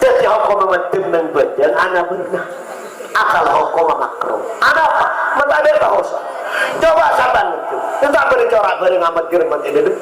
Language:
Madurese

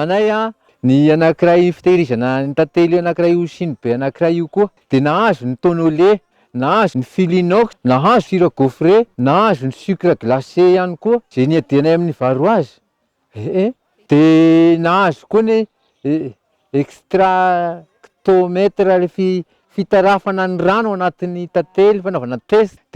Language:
Malagasy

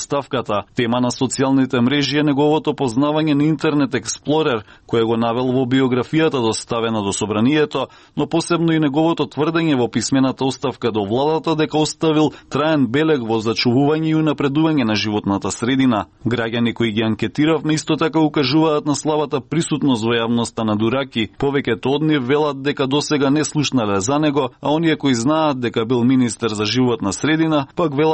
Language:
Macedonian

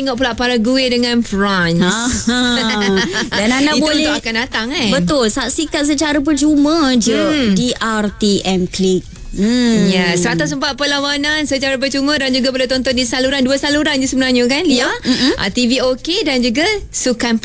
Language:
Malay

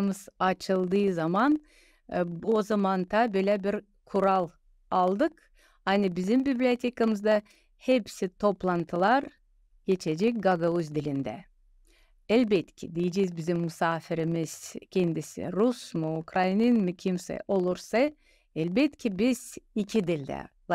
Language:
Gagauz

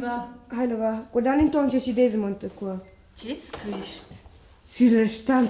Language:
Romansh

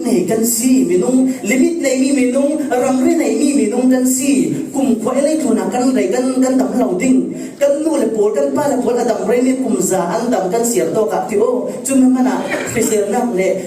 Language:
Falam Chin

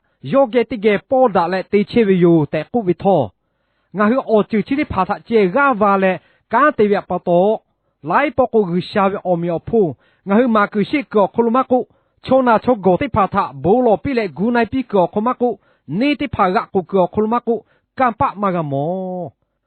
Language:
Lahu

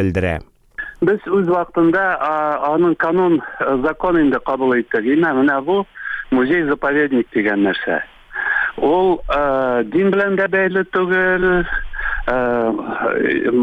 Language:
Tatar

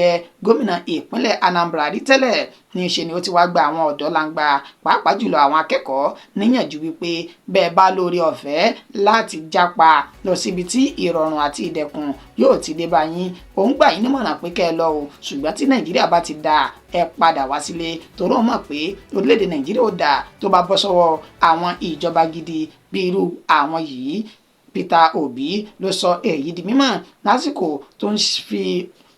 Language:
Yoruba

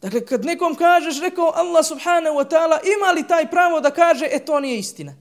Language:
Bosnian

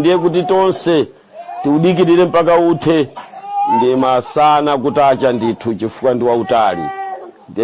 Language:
Nyanja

